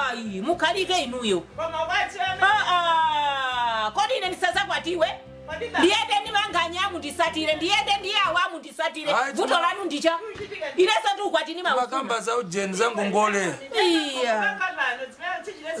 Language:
Nyanja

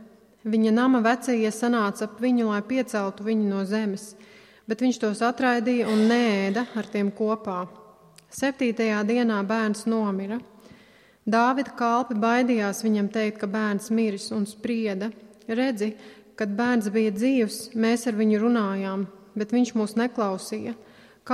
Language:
Latvian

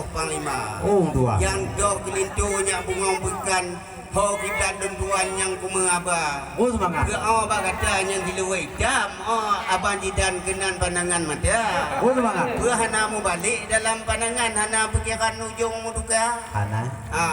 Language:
Achinese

